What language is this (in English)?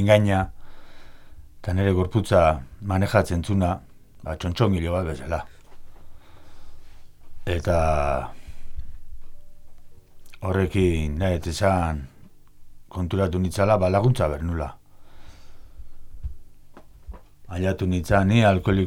Basque